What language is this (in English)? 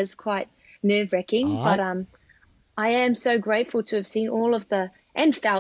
Māori